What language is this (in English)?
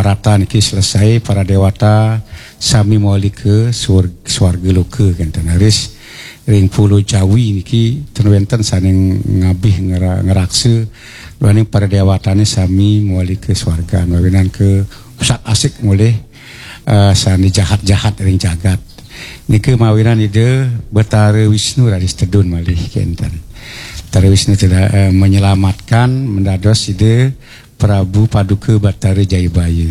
Balinese